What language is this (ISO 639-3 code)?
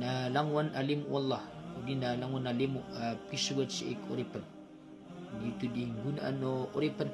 mrw